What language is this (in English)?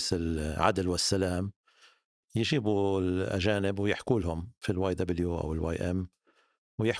North Levantine Arabic